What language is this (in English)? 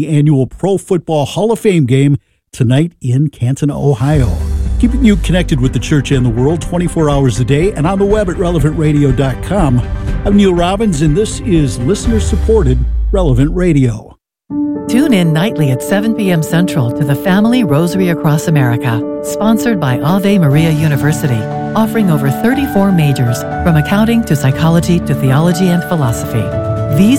English